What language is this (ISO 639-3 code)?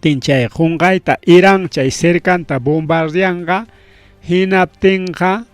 quy